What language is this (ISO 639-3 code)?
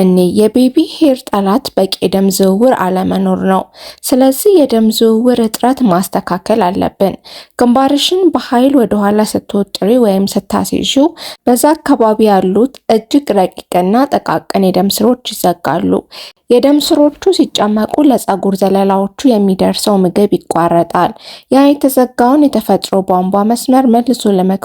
amh